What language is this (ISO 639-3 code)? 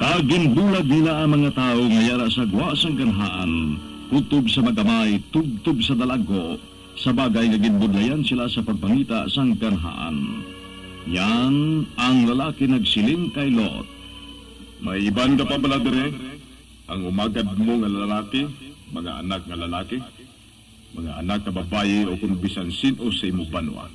hil